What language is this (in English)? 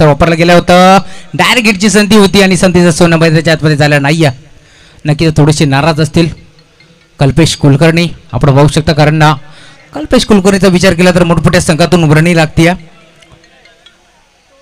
Marathi